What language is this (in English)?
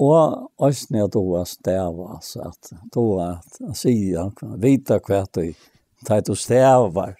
Faroese